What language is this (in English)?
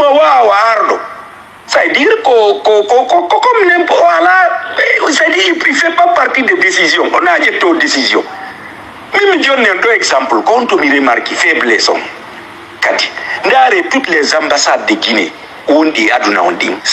Fula